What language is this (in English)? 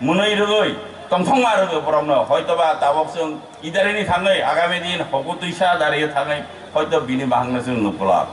Kok Borok